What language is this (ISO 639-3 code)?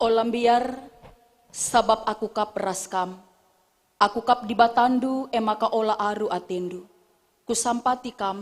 btx